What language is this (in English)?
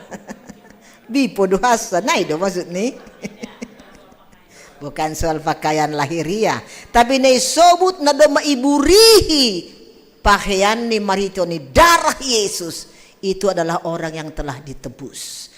Batak Simalungun